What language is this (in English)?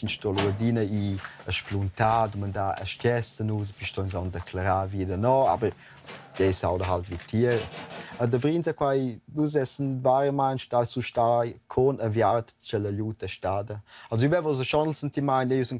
Romansh